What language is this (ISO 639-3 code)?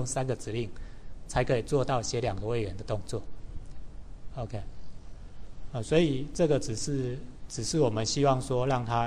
zho